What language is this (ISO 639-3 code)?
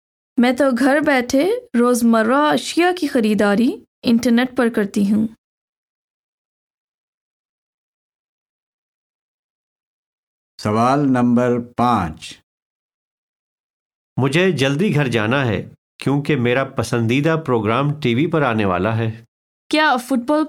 urd